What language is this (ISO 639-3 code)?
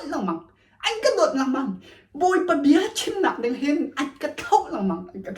cnh